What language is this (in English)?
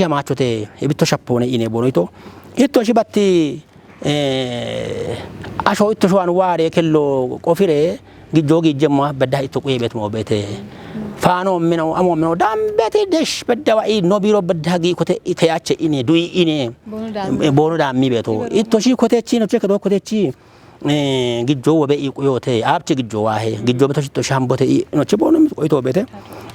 Kafa